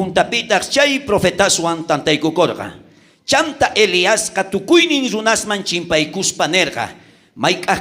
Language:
South Bolivian Quechua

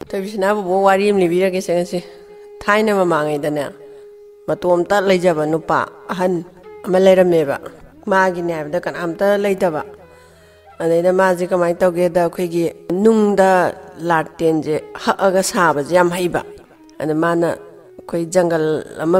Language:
Manipuri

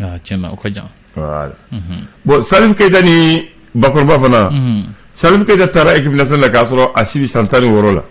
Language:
Bambara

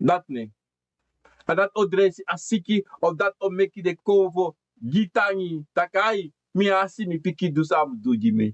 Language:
Sranan Tongo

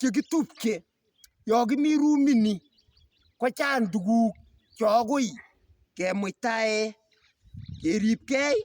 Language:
Kalenjin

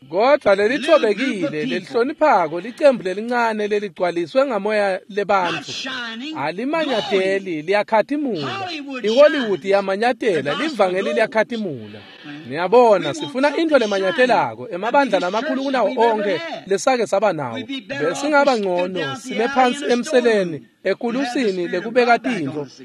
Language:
Swati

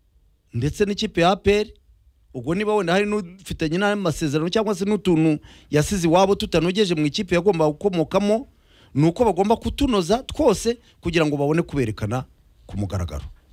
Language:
Kinyarwanda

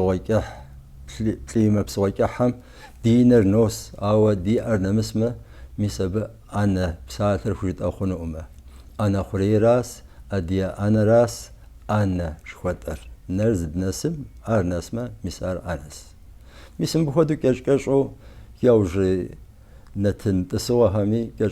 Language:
Kabardian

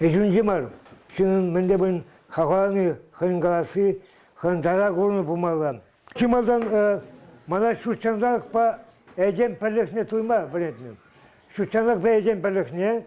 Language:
Chuvash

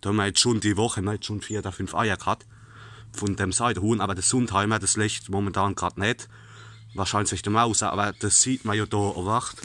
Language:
Palatine German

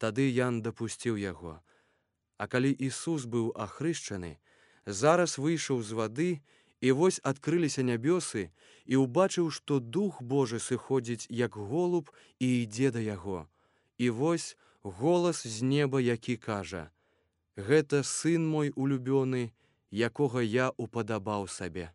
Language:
Belarusian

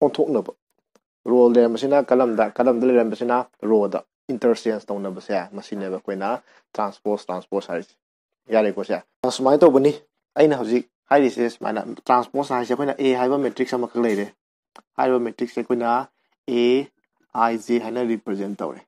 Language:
Manipuri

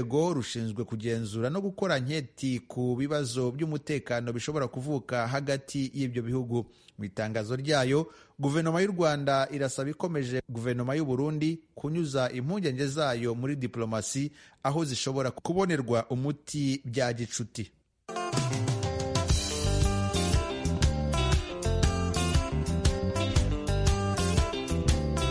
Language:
Kinyarwanda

